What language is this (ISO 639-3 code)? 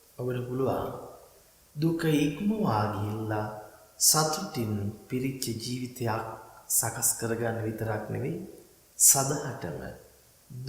sin